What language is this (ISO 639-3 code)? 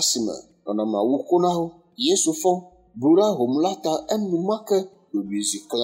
ewe